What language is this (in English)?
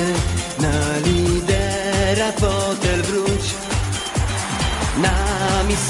Polish